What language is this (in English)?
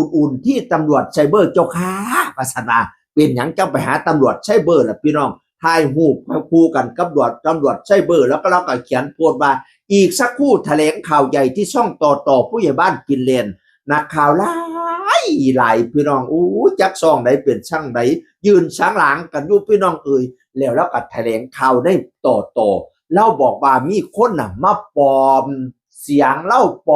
Northeastern Thai